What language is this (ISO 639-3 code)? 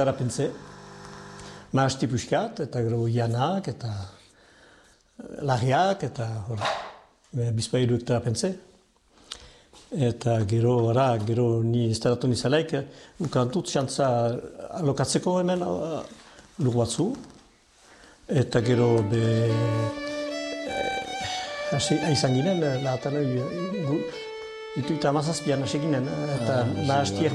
eus